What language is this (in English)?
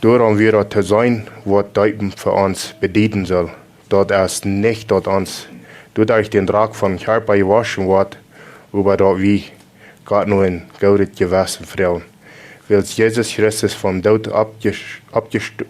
Plautdietsch